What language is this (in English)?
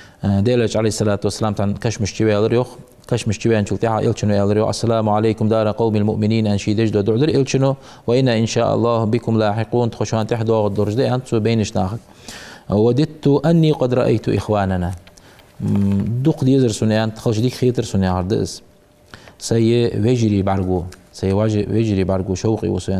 Ingush